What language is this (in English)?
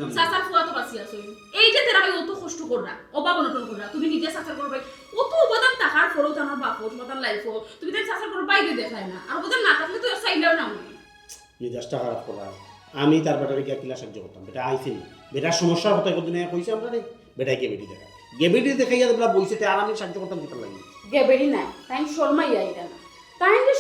Sylheti